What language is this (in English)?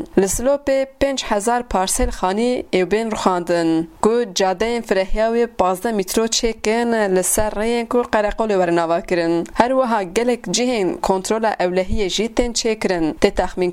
Kurdish